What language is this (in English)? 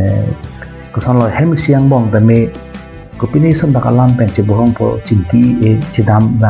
Karbi